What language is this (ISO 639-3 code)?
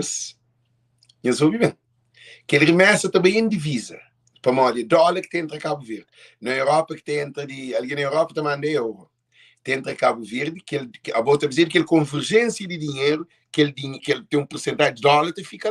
kea